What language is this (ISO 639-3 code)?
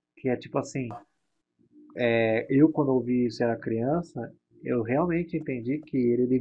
por